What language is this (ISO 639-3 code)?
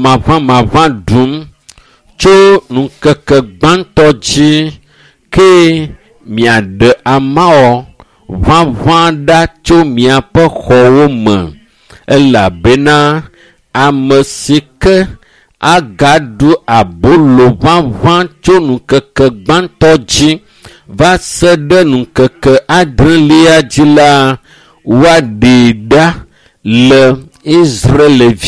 ewe